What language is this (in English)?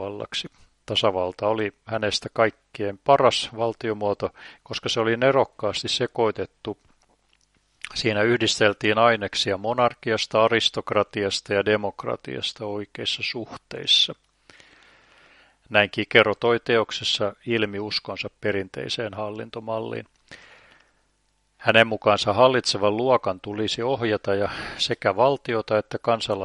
Finnish